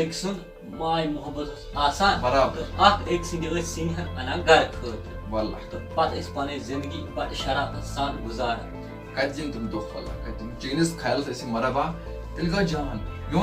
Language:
Kashmiri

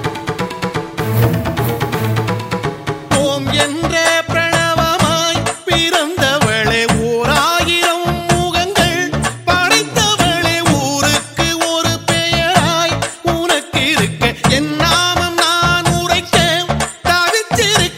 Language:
Tamil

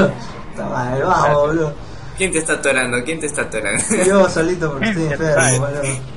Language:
Spanish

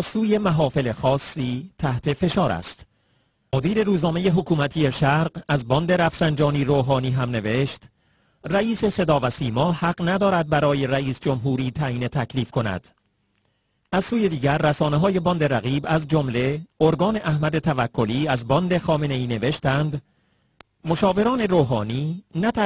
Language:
Persian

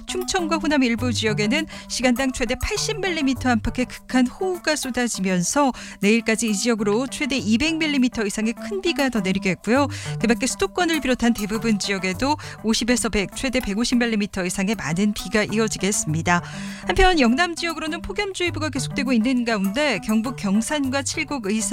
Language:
Korean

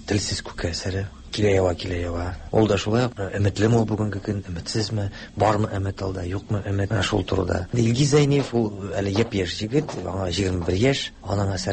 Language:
Tatar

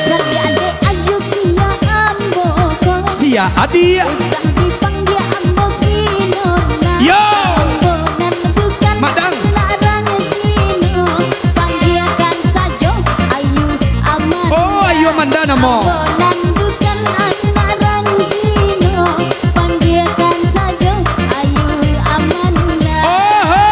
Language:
Minangkabau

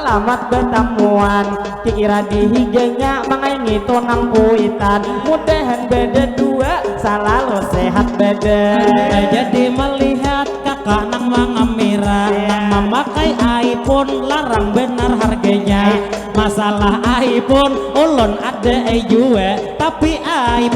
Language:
Banjar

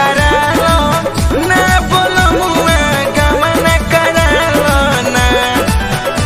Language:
Bhojpuri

